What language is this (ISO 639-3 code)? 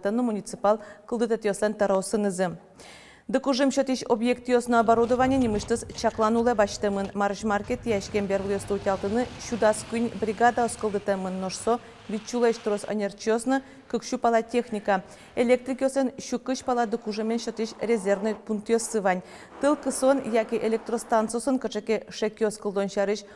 udm